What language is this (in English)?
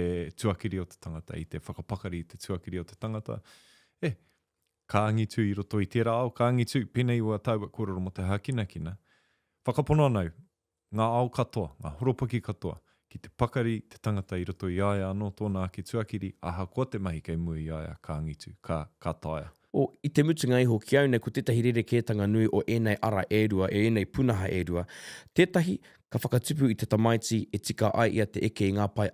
Māori